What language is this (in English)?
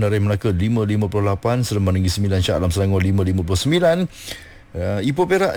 Malay